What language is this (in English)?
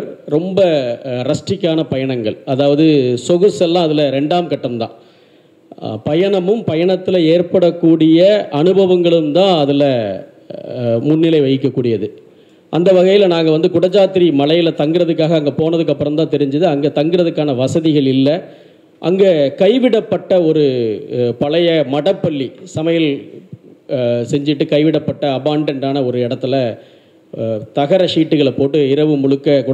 Tamil